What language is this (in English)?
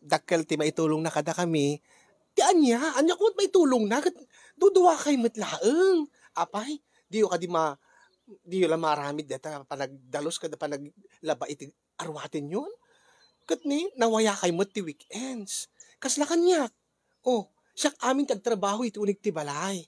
Iloko